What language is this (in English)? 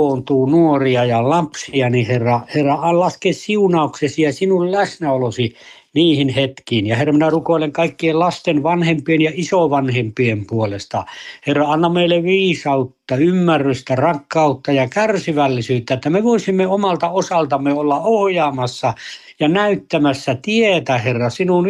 Finnish